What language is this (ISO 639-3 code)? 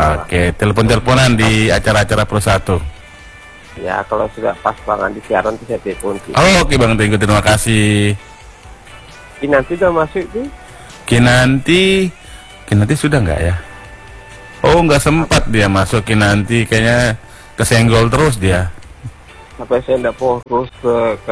ind